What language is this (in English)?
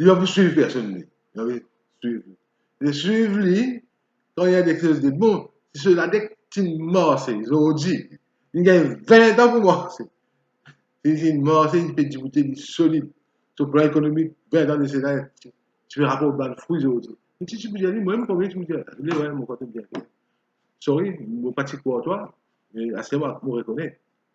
Morisyen